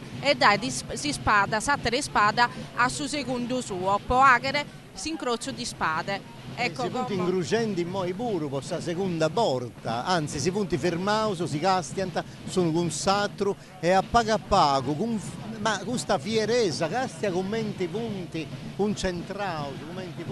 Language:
Sardinian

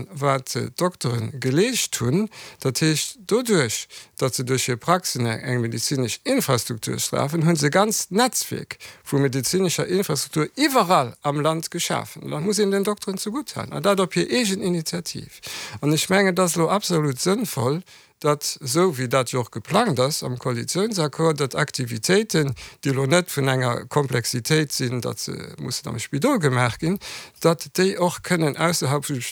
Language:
Luxembourgish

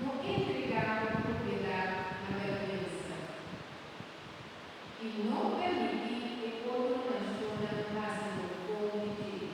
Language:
Papiamento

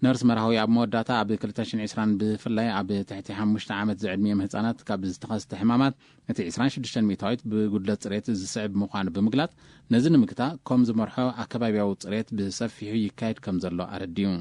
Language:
Tigrinya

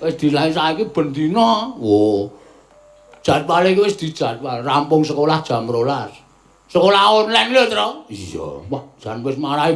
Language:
Javanese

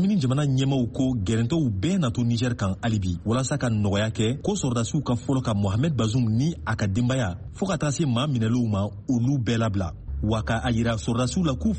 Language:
Bambara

